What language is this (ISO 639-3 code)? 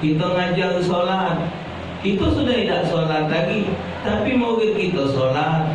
mui